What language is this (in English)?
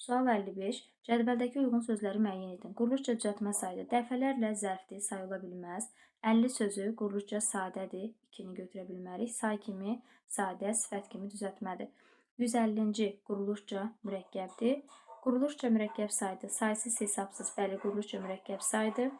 Azerbaijani